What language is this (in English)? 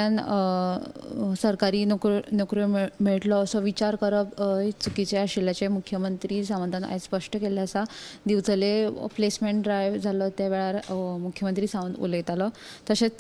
Konkani